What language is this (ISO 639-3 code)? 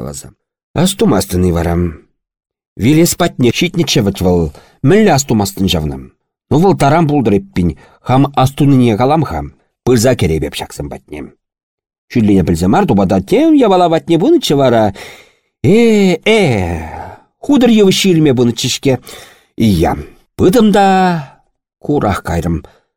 chv